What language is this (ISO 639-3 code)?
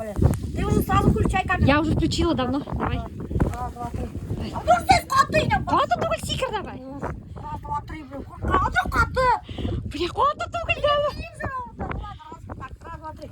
bak